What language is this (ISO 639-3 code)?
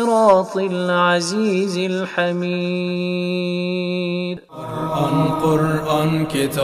fas